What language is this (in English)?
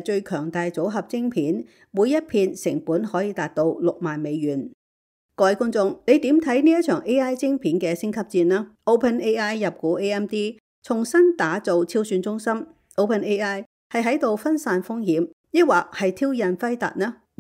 Cantonese